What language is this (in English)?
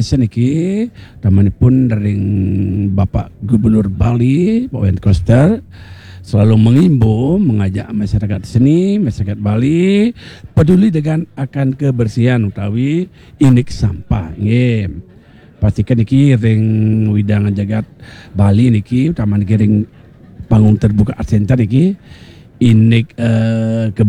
Balinese